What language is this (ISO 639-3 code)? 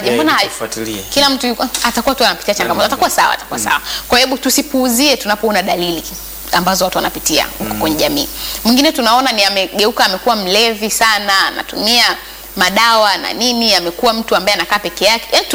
swa